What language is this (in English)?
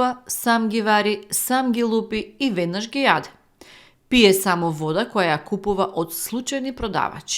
Macedonian